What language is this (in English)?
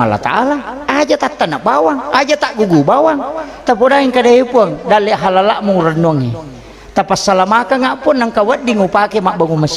Buginese